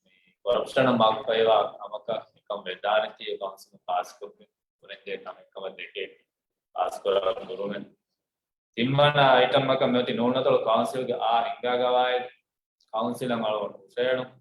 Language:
Divehi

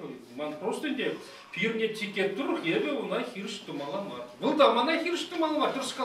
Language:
Chuvash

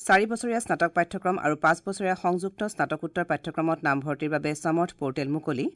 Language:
Assamese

